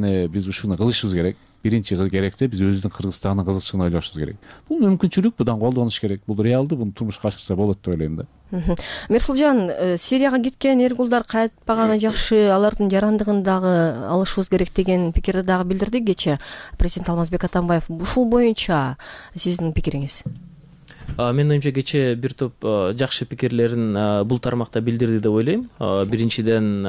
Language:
Kyrgyz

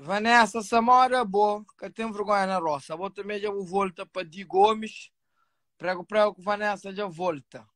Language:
Kabuverdianu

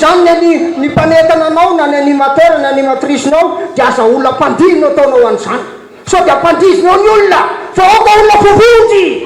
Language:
Malagasy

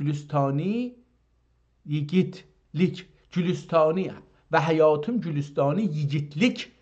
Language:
South Azerbaijani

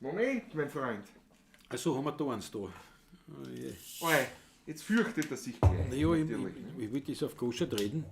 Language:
Bavarian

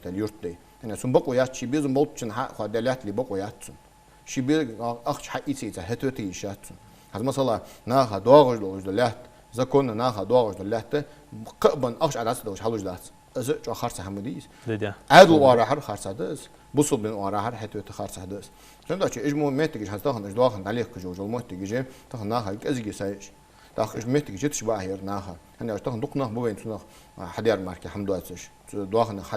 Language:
Ingush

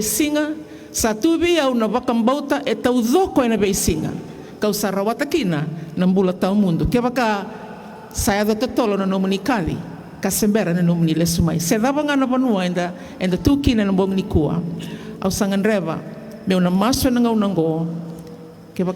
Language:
Fijian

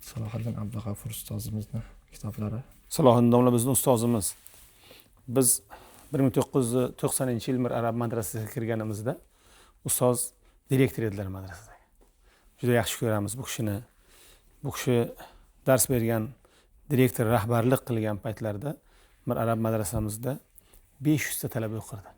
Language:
Uzbek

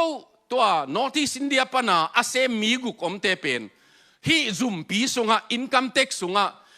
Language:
Tedim Chin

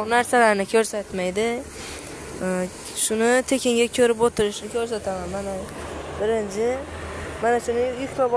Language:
Uzbek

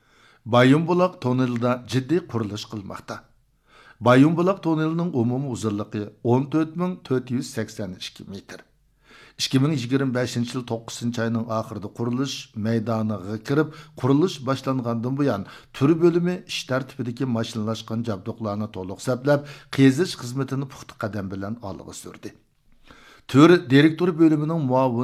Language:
Uyghur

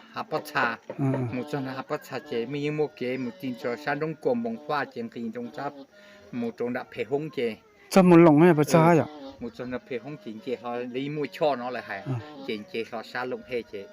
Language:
Hmong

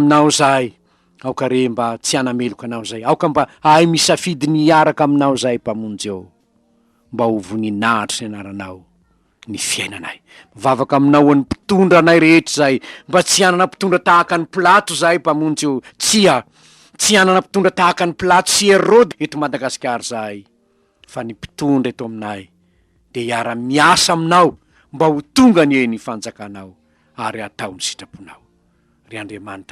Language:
Malagasy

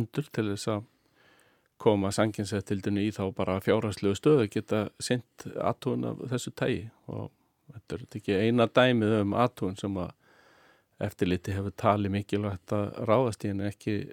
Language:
Icelandic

